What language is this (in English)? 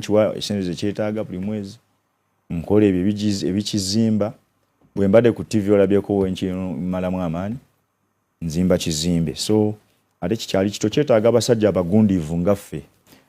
Ganda